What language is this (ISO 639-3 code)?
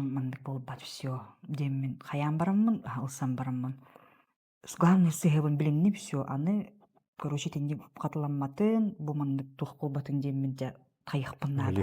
sah